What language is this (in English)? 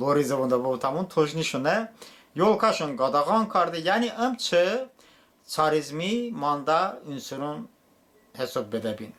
Talysh